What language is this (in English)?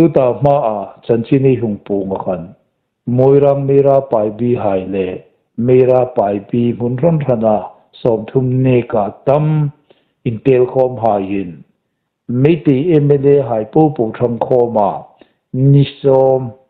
Hmar